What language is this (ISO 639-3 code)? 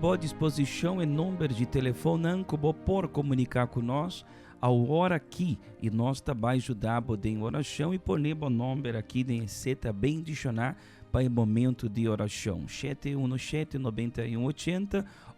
pap